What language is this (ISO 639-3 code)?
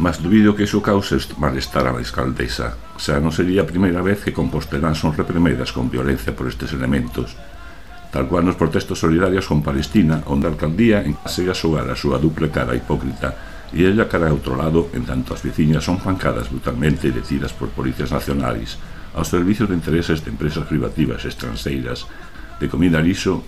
glg